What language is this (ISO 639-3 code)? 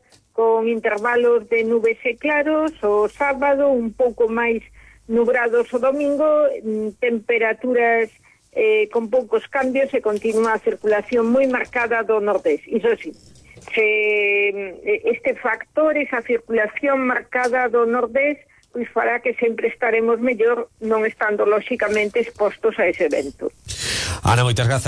glg